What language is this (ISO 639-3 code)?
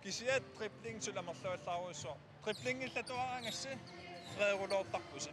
kal